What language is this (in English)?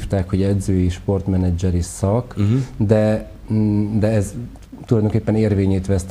Hungarian